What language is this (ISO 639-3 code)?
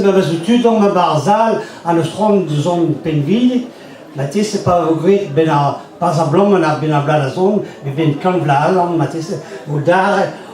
bre